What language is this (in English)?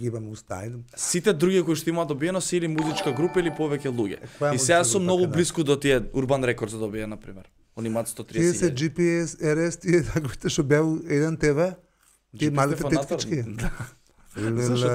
Macedonian